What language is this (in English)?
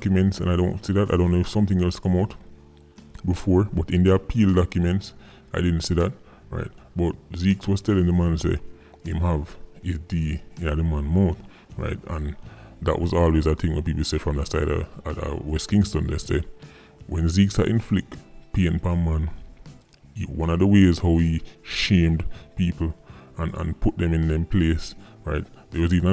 Jamaican Creole English